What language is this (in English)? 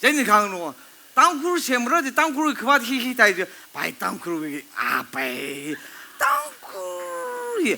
Tangkhul Naga (India)